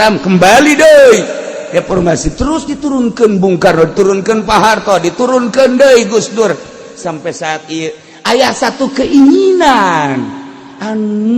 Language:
Sundanese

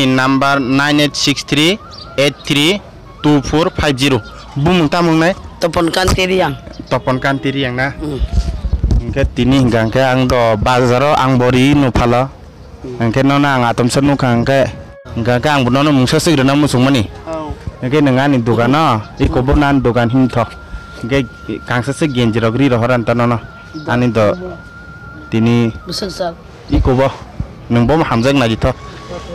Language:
Kok Borok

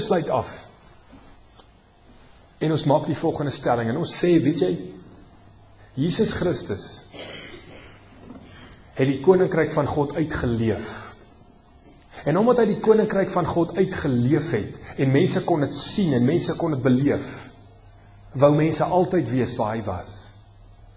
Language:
Afrikaans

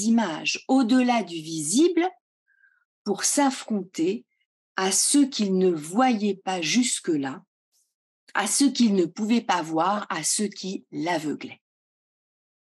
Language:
French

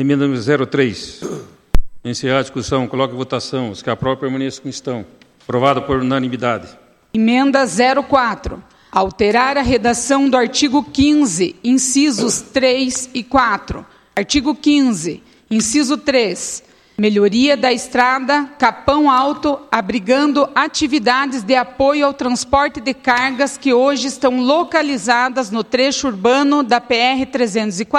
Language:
Portuguese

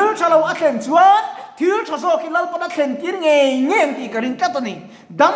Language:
Mizo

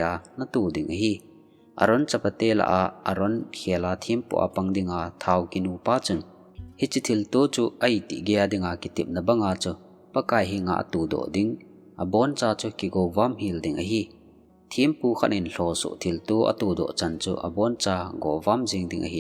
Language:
Thado Chin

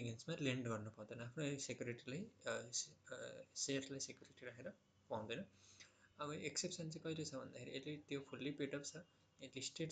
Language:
Nepali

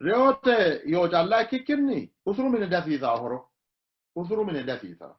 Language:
Sidamo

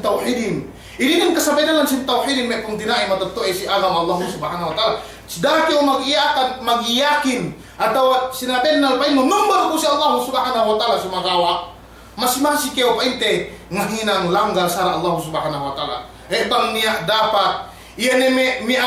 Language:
Yakan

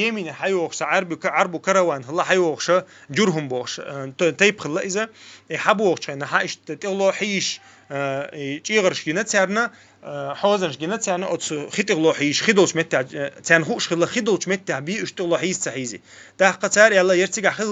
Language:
Chechen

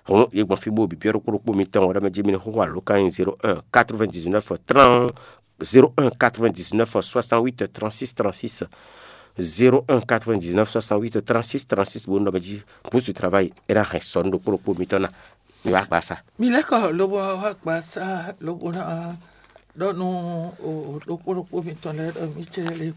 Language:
Fon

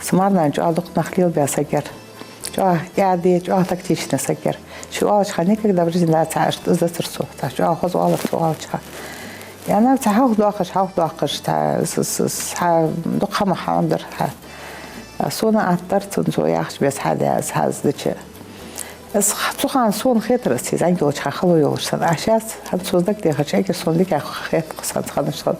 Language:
Ingush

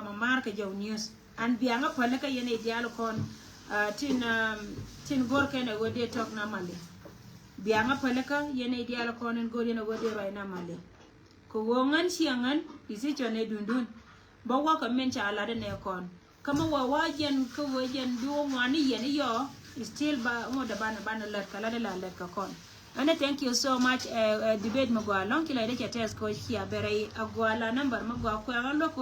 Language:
Nuer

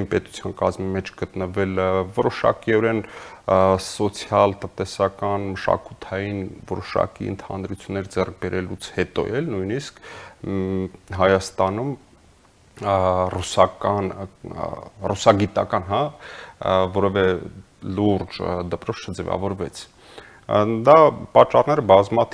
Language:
Armenian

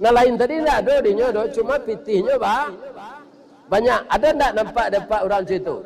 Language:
Minangkabau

